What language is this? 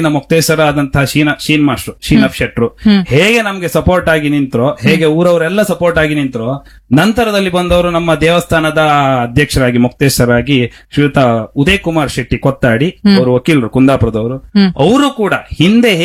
Kannada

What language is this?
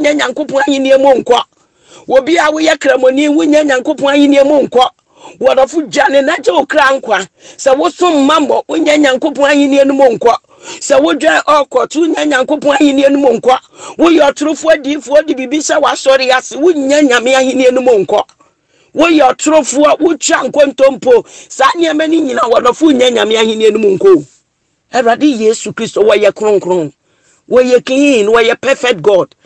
Akan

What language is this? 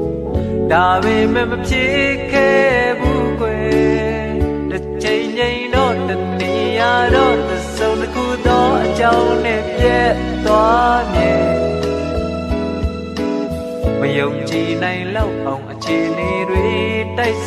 Burmese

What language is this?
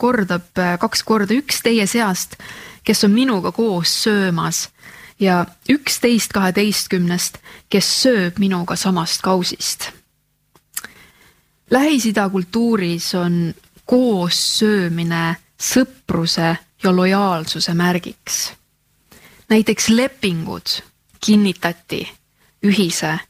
Estonian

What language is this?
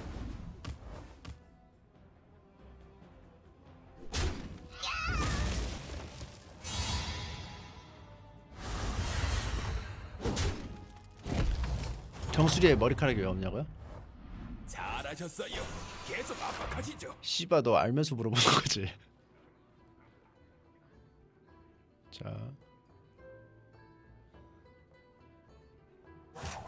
Korean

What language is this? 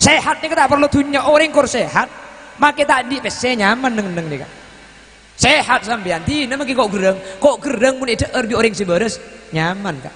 Madurese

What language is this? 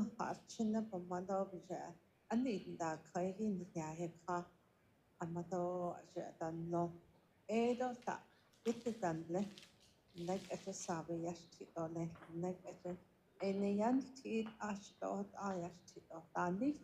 Navajo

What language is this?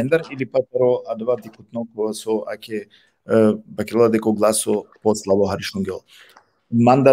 Balkan Romani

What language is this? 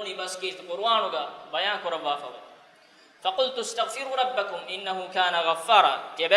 Divehi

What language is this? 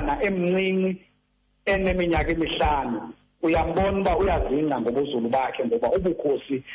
Xhosa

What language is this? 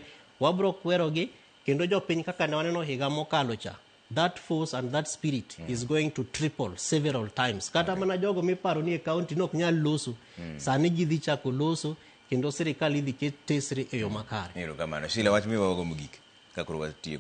Luo (Kenya and Tanzania)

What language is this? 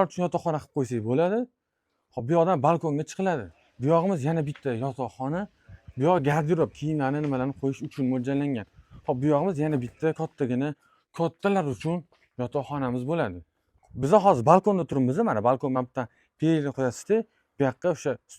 Uzbek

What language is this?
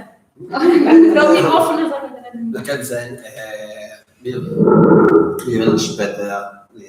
Yiddish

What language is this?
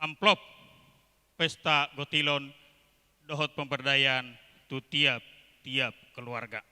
Batak Toba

